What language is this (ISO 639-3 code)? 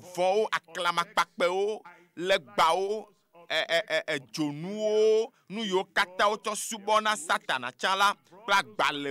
ewe